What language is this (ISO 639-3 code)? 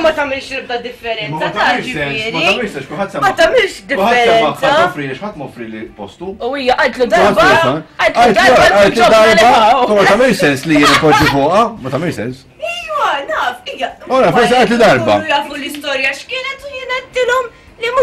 mlt